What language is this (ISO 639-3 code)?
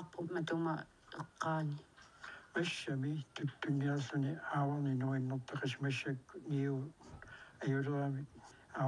kal